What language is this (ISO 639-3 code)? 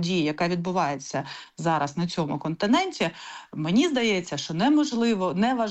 ukr